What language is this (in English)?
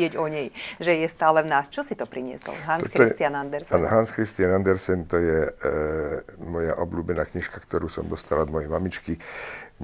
Slovak